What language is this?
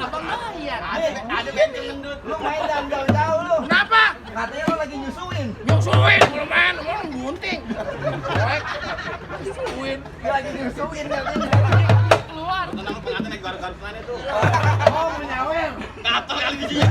Betawi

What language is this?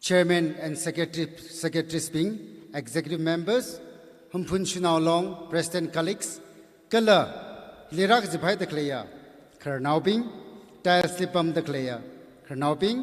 Tangkhul Naga (India)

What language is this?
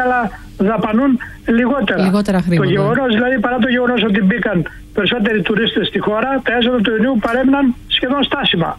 Greek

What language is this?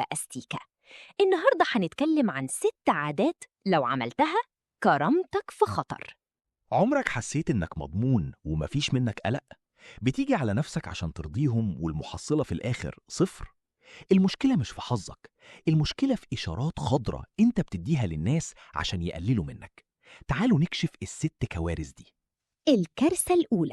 Egyptian Arabic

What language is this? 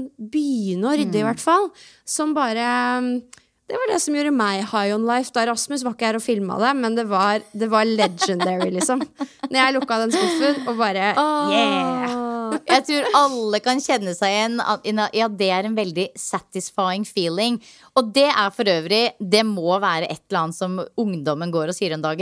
Norwegian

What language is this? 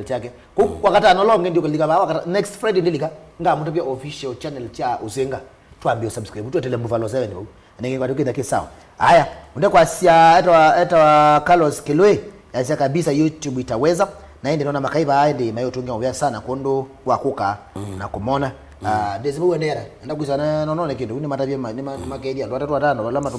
Kamba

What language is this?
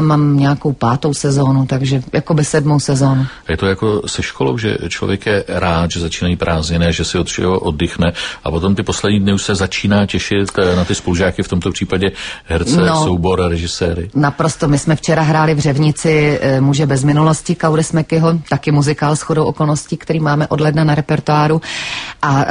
Czech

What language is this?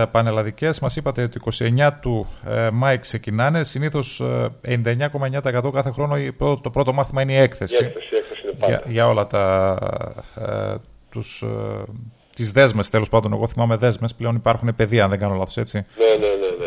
Greek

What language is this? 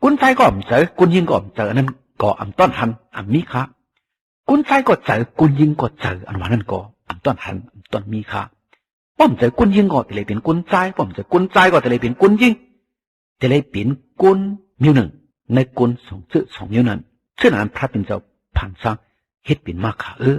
Shan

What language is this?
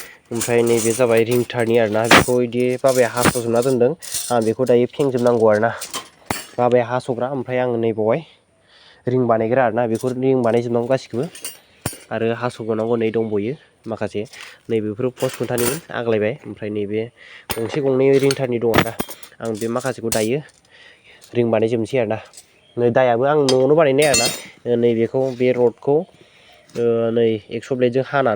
Bodo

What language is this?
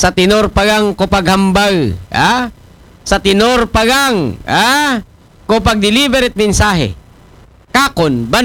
Aklanon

